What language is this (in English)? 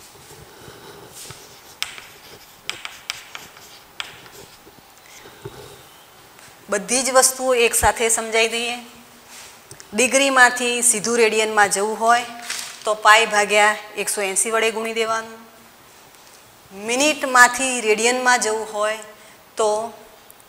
Gujarati